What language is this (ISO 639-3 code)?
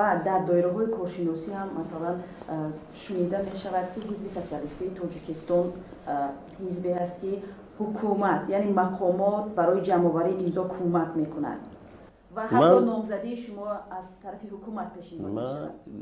tgk